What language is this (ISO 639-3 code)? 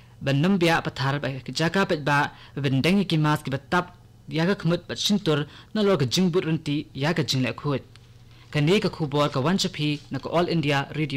kha